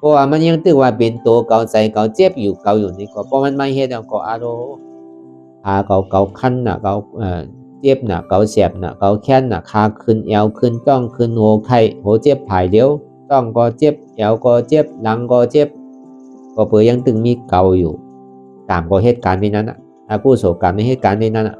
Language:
Shan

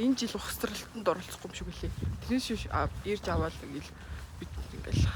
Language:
Mongolian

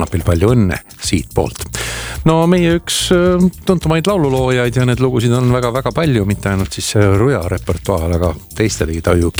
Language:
Estonian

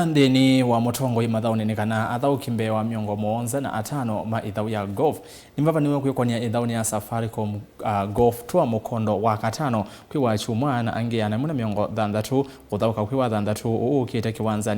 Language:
Kamba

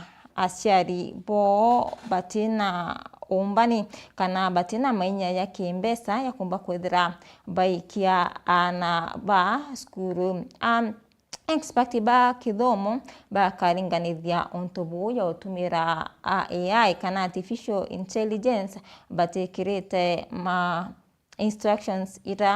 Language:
Meru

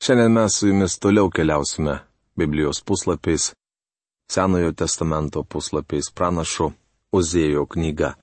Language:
Lithuanian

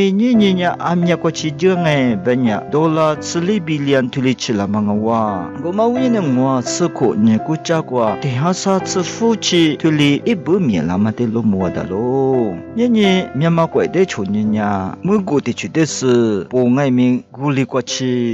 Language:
Lisu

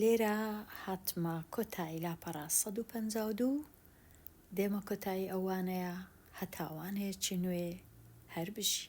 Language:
Central Kurdish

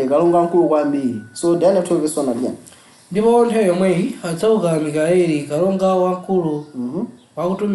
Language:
Nyanja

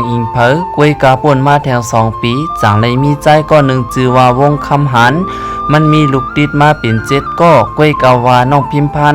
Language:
Shan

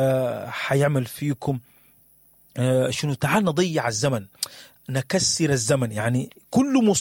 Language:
Sudanese Arabic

